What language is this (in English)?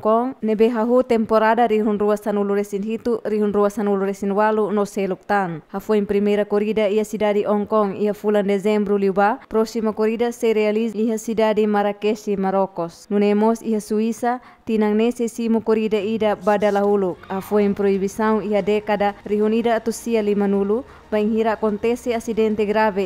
Tetum